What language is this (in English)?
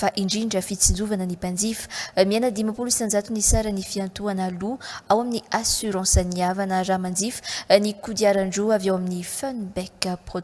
Malagasy